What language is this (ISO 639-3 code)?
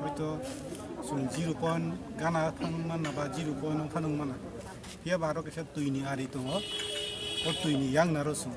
trp